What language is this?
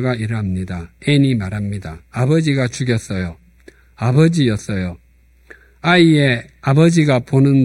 Korean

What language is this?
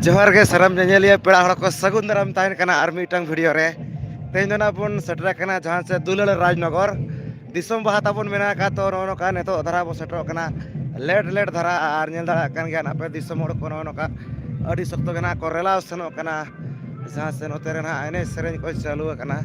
Santali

